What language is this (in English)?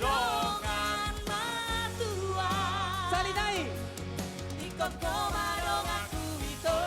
Batak Toba